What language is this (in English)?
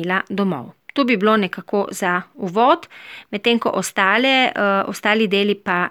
Slovenian